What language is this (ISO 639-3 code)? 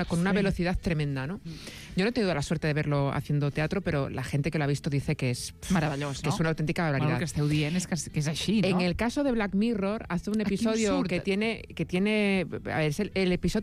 cat